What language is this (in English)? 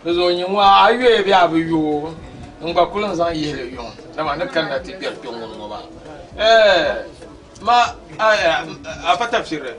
Dagbani